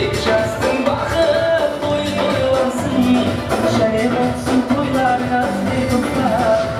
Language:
Kara-Kalpak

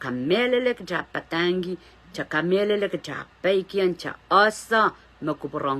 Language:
Pohnpeian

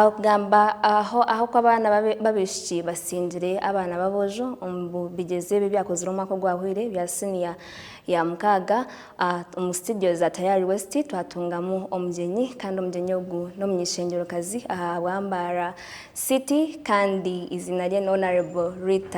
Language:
Nyankole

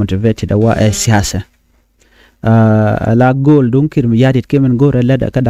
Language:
Nuer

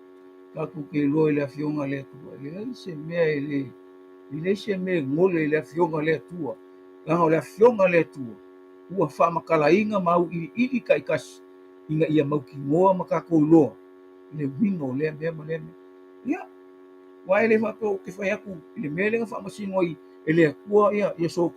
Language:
Samoan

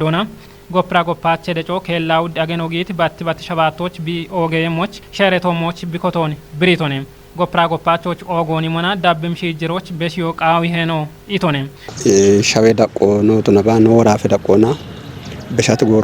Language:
Kafa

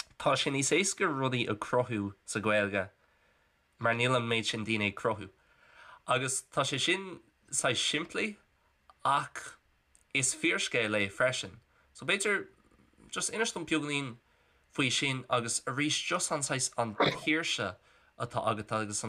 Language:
Irish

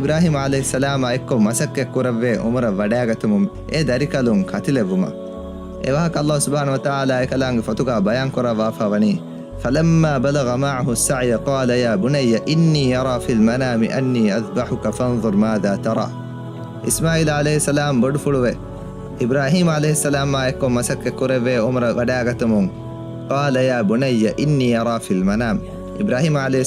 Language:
Divehi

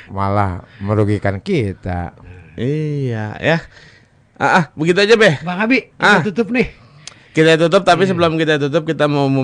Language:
Betawi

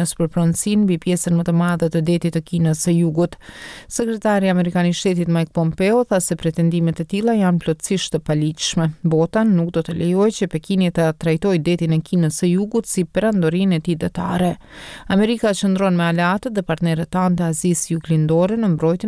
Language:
Albanian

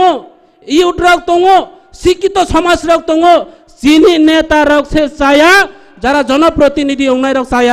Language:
Kok Borok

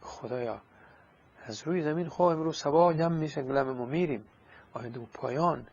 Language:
Persian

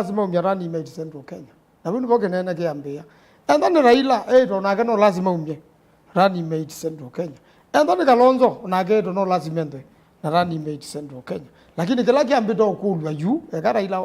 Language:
Kamba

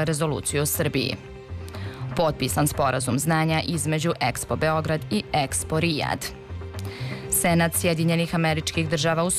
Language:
Serbian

